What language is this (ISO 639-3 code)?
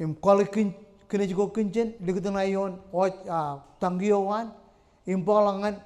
mah